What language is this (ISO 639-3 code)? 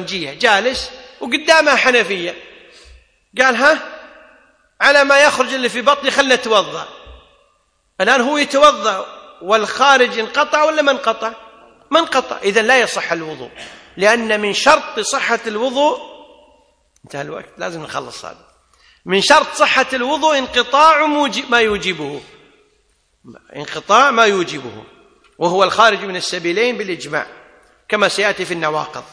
ara